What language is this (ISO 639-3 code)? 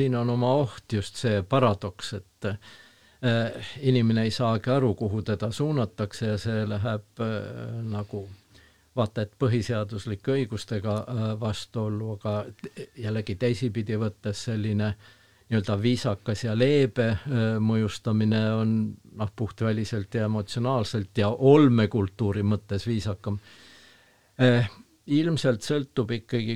est